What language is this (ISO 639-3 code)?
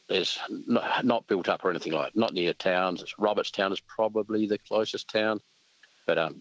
eng